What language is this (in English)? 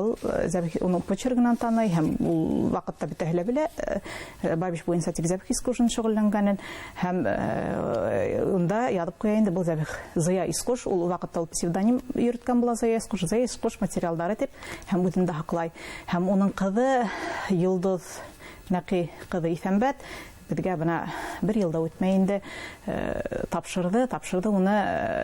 Bashkir